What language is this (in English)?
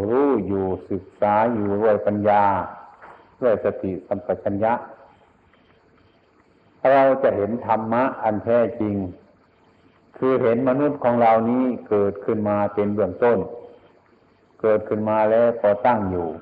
Thai